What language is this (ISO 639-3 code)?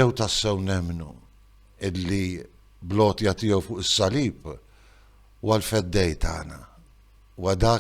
mlt